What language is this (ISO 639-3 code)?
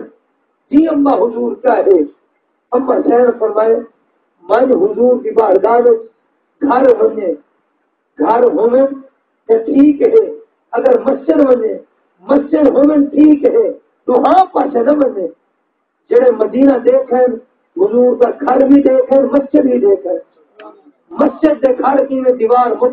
skr